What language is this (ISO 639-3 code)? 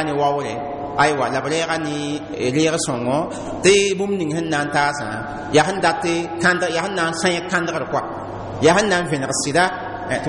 mos